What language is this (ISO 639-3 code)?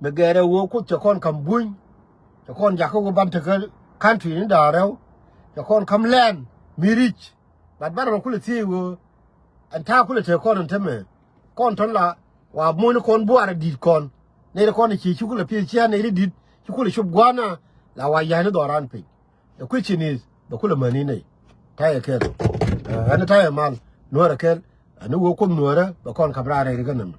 nus